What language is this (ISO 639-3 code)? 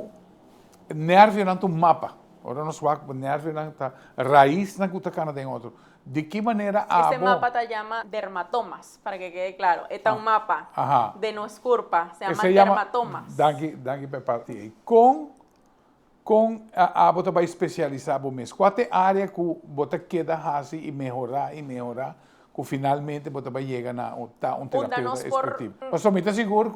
pap